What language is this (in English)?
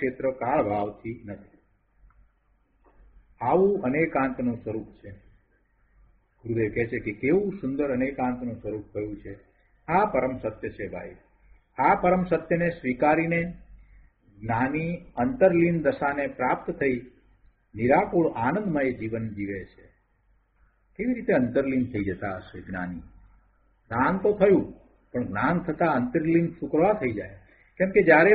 Gujarati